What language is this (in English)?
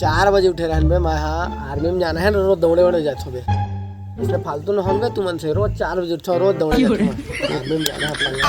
Chhattisgarhi